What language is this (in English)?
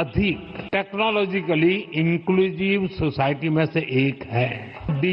Sanskrit